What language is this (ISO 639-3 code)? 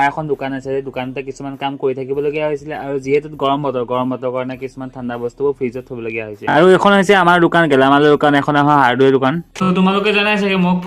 asm